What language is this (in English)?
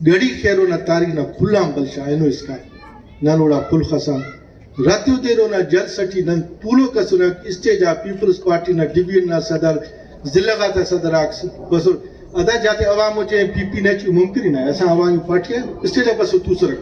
Brahui